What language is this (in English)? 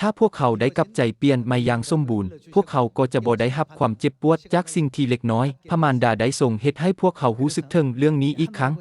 Lao